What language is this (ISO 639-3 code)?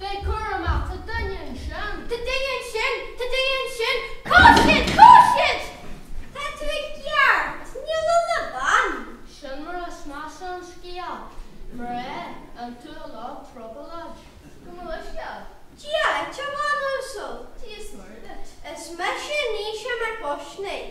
gle